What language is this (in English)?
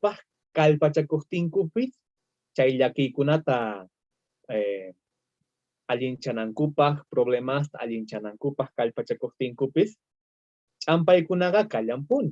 South Bolivian Quechua